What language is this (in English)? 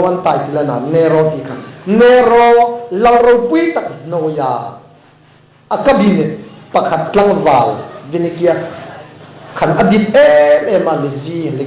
Hmar